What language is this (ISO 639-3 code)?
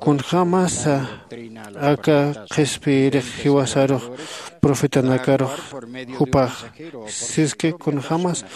aym